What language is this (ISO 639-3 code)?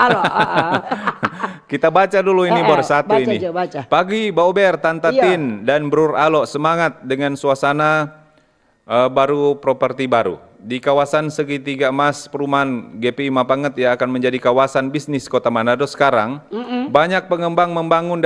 xmm